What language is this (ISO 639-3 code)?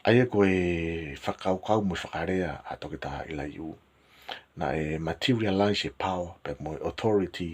ton